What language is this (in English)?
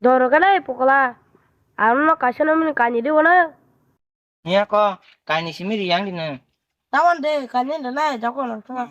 Kok Borok